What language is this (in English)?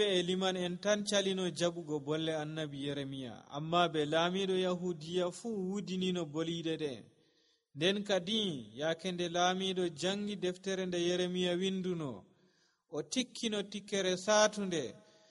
Nigerian Fulfulde